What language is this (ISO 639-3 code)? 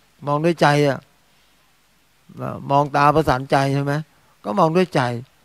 tha